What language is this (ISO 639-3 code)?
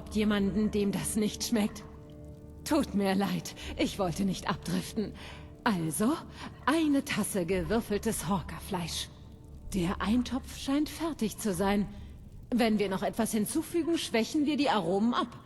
bar